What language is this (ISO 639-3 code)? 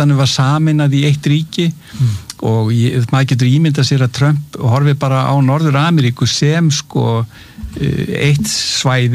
isl